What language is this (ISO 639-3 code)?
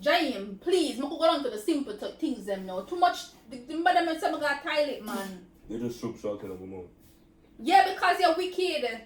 jam